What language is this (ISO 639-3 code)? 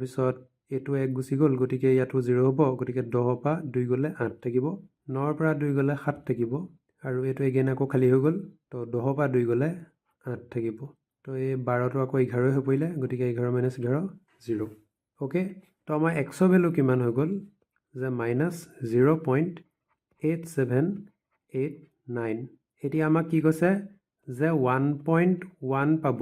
asm